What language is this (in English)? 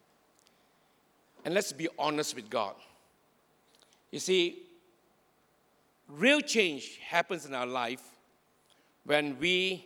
English